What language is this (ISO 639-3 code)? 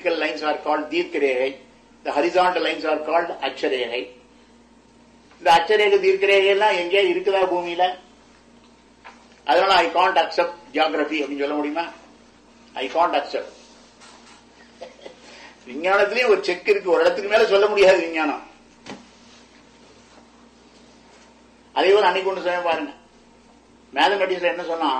tam